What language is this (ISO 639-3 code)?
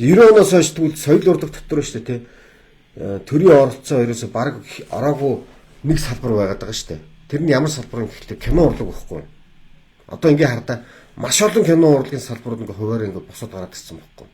mon